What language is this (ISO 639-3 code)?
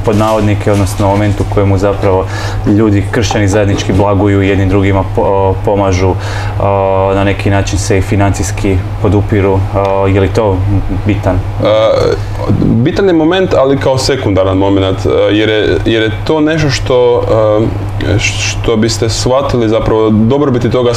hrv